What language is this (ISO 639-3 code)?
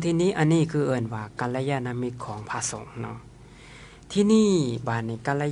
lao